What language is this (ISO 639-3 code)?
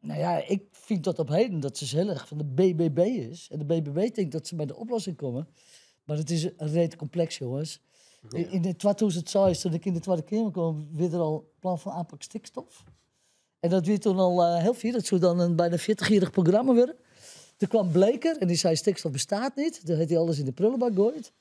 fry